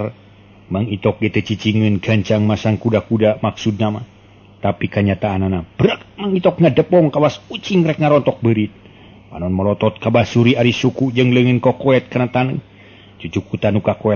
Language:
Sundanese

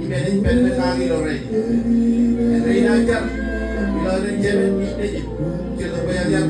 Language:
Marshallese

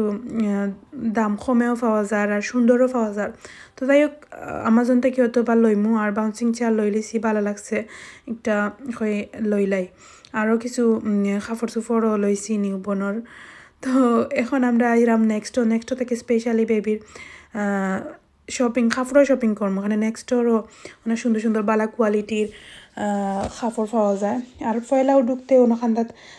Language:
Sylheti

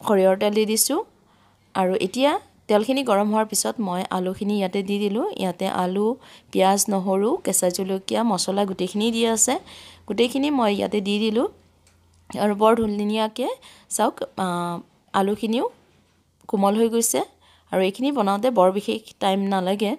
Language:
Assamese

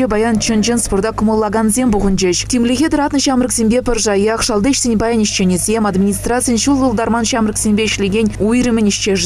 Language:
Chuvash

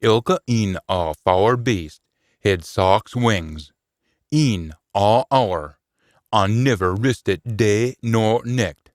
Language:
Scots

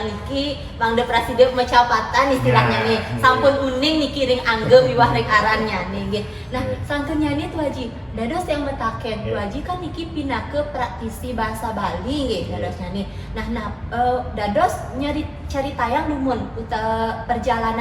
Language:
Balinese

